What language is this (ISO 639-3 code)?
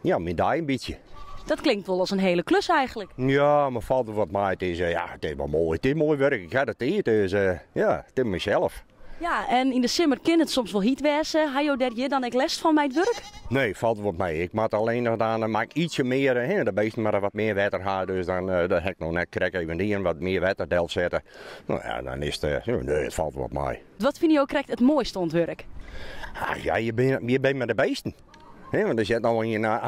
fry